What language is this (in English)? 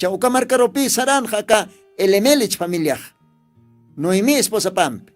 Aymara